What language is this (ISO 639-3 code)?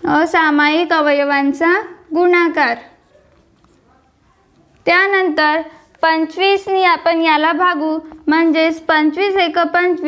mar